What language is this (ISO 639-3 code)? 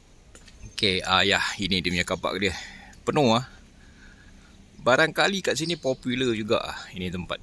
msa